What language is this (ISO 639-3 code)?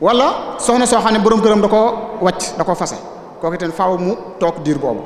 wol